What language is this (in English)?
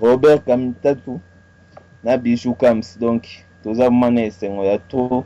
Lingala